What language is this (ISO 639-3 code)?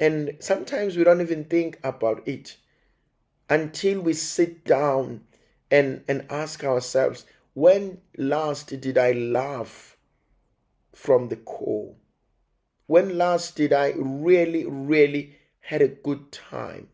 zul